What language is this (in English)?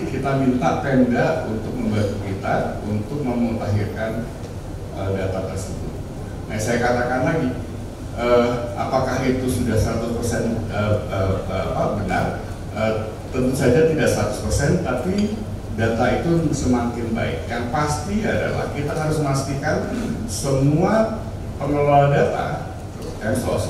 Indonesian